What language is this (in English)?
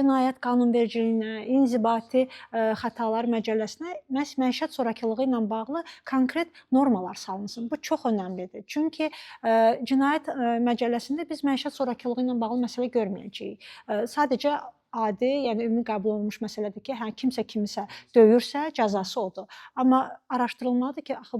Azerbaijani